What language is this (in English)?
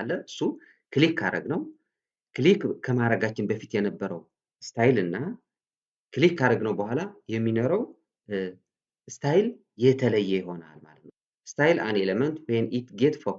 Amharic